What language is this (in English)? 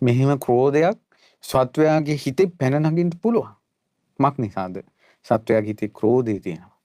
Sinhala